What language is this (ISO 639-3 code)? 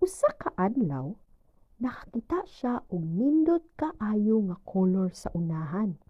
ceb